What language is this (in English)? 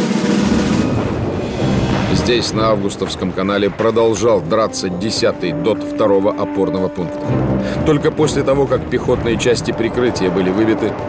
Russian